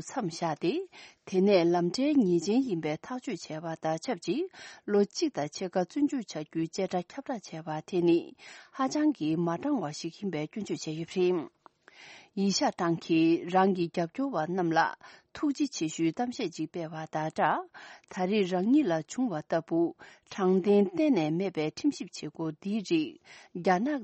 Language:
Tibetan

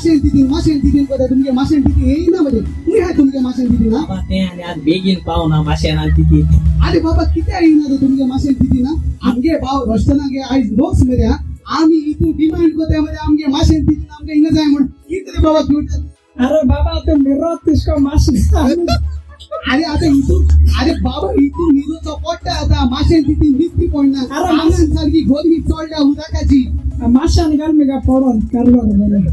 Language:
Konkani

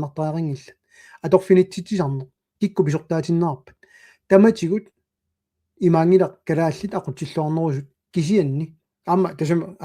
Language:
Kalaallisut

